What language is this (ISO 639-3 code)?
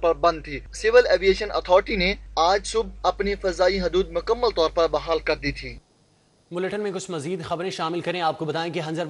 urd